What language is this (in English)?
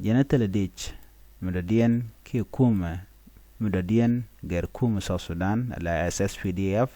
Nuer